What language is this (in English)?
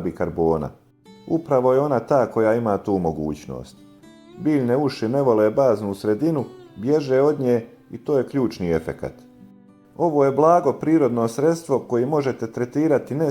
Bosnian